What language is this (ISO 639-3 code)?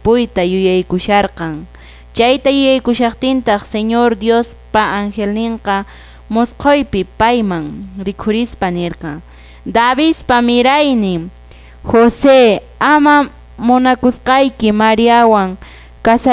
que